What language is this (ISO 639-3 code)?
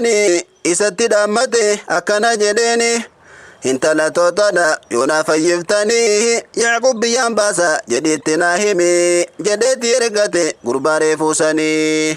orm